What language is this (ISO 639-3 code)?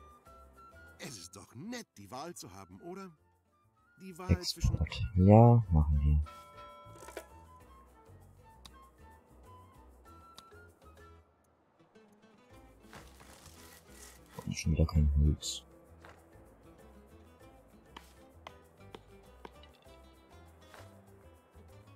deu